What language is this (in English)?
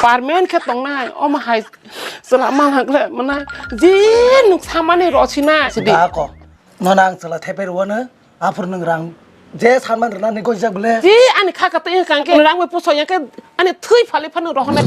Kok Borok